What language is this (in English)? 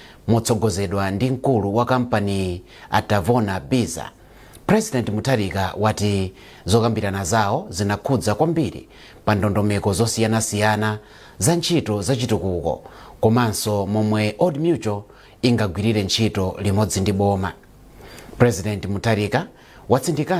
Nyanja